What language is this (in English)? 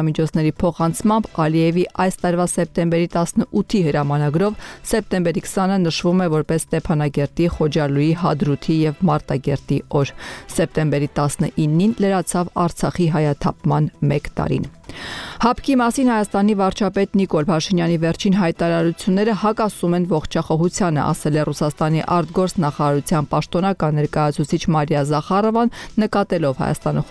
Armenian